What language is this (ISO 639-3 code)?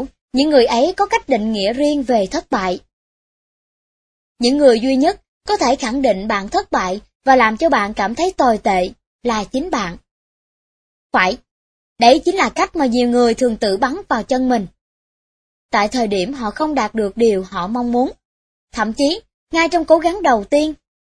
vie